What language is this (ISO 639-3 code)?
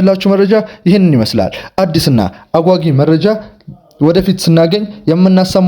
amh